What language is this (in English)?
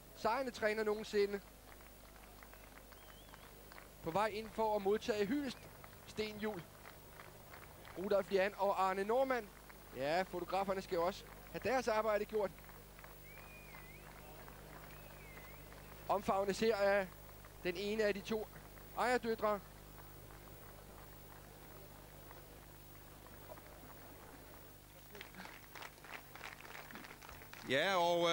Danish